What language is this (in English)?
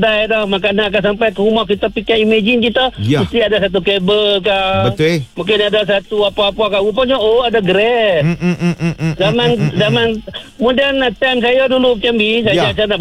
Malay